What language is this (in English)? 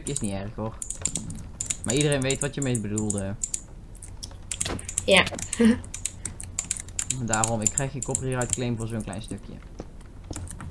Dutch